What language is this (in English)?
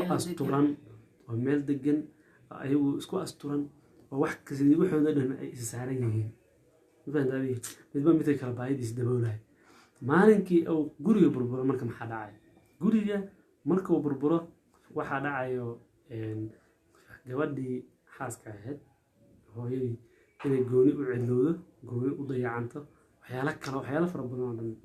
Somali